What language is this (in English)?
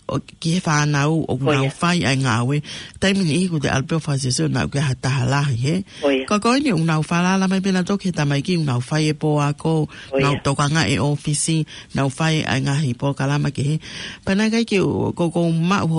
Tongan